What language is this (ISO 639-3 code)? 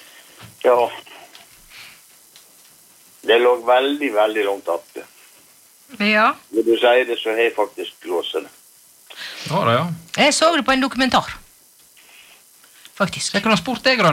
nor